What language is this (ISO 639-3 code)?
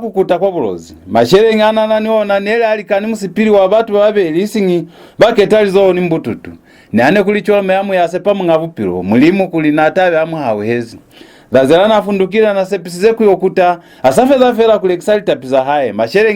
loz